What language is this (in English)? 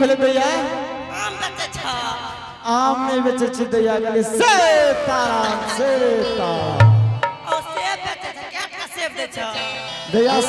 Angika